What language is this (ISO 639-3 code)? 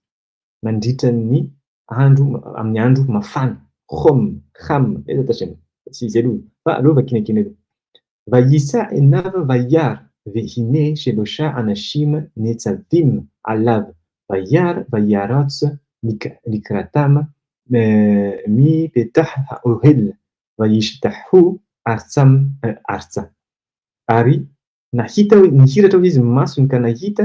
mlg